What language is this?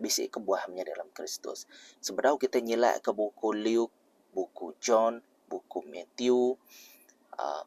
Iban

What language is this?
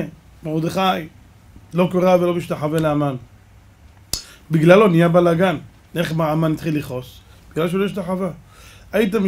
Hebrew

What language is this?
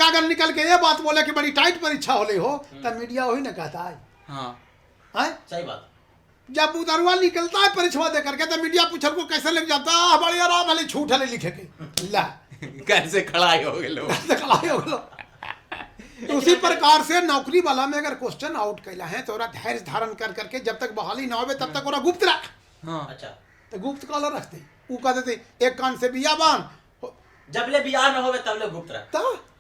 Magahi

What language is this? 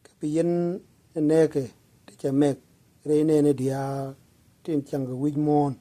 Nuer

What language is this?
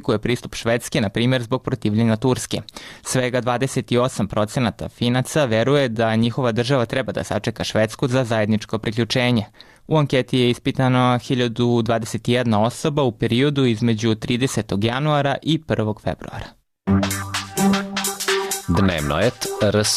Serbian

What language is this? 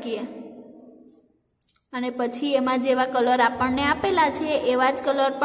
Gujarati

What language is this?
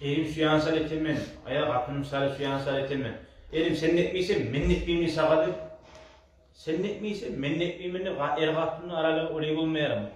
Kumyk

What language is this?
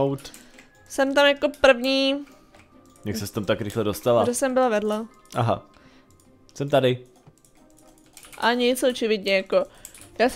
Czech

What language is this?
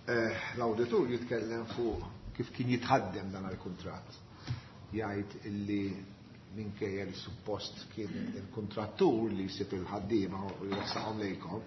Maltese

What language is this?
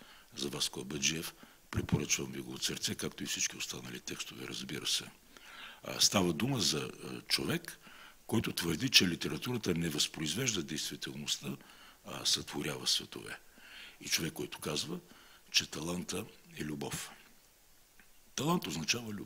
Bulgarian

